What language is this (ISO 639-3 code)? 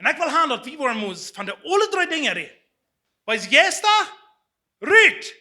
pdt